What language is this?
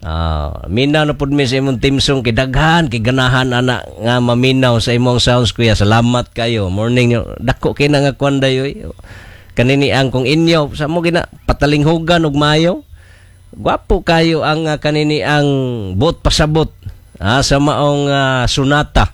Cebuano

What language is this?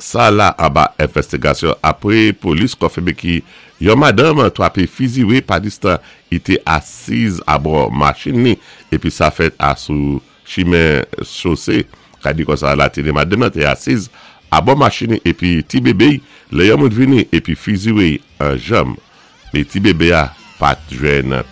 Saint Lucian Creole French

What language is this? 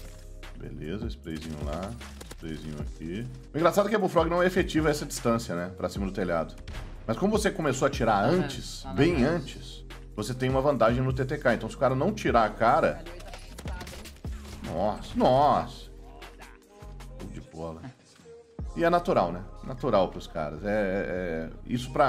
Portuguese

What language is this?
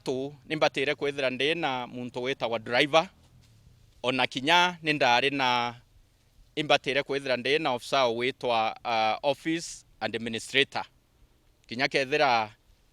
Meru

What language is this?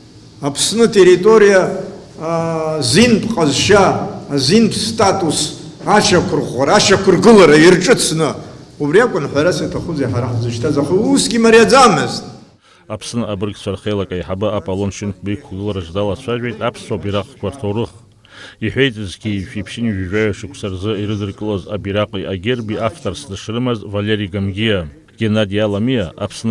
Abkhazian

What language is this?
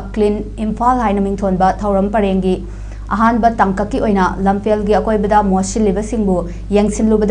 Manipuri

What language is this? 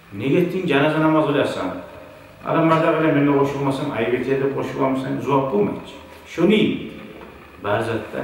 Kumyk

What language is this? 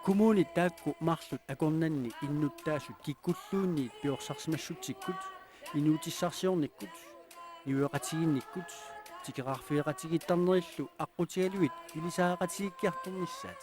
Kalaallisut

